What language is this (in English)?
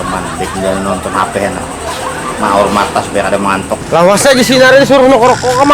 Banjar